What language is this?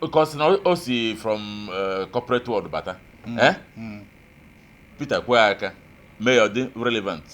Igbo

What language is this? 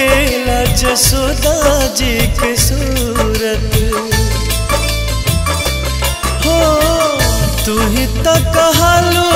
Bhojpuri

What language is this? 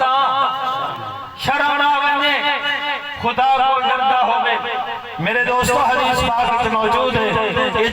Saraiki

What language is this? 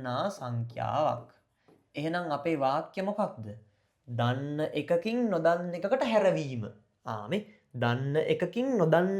Sinhala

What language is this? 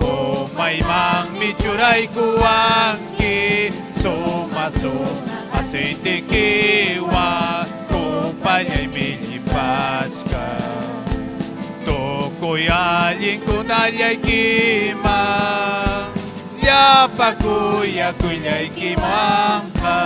Ayacucho Quechua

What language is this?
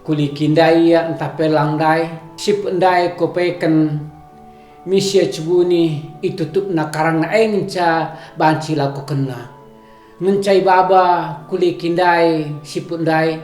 Batak Karo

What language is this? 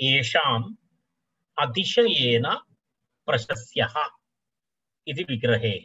Sanskrit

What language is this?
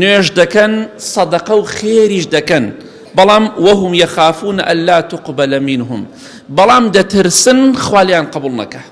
Central Kurdish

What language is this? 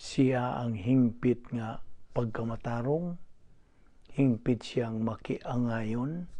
Cebuano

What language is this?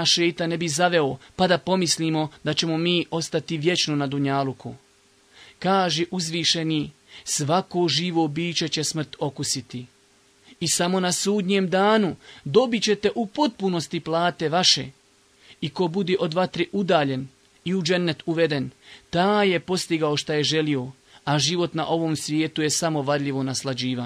Bosnian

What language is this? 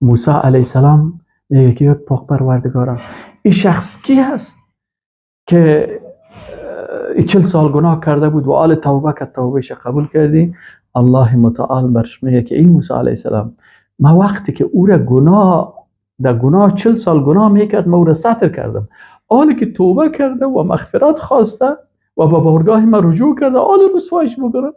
Persian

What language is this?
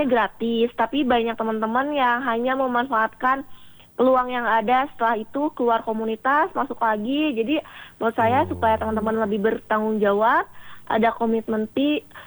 Indonesian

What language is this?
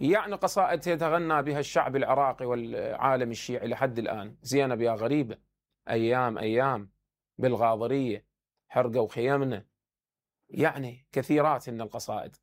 Mesopotamian Arabic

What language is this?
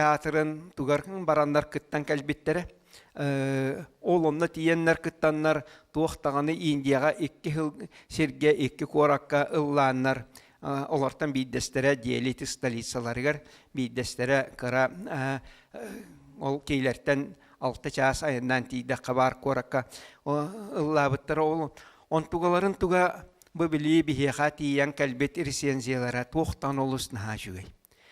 Yakut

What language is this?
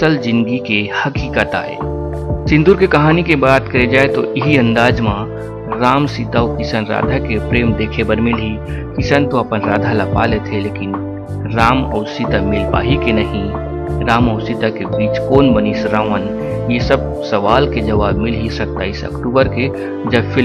Chhattisgarhi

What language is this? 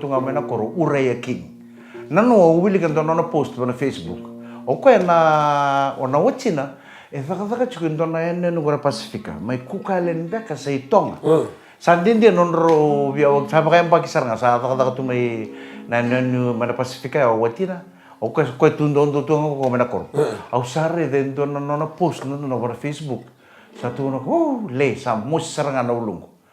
Fijian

